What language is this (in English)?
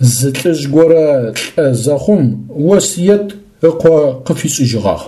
Adyghe